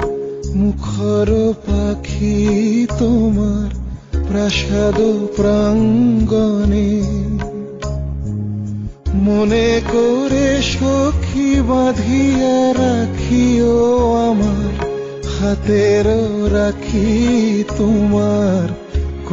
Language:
Bangla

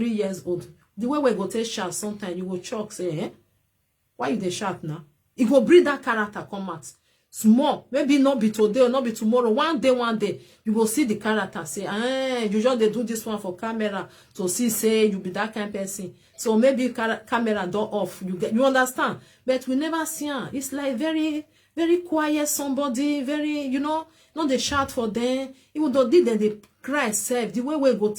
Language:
Nigerian Pidgin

